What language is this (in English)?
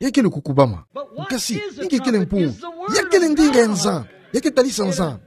Kituba (Democratic Republic of Congo)